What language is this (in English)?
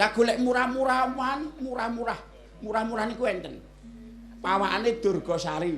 Javanese